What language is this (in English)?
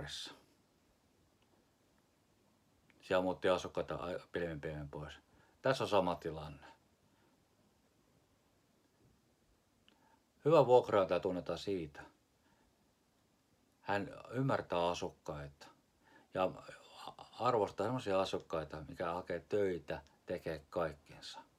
Finnish